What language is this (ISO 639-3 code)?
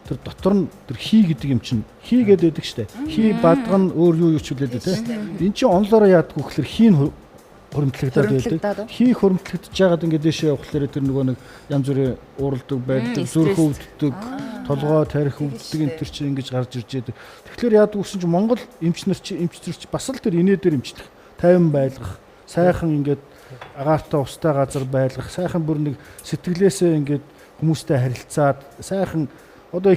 mon